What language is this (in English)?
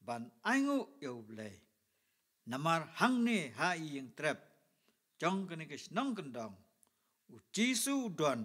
Khasi